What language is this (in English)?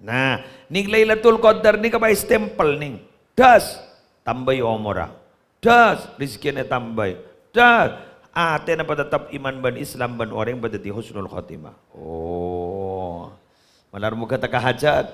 Madurese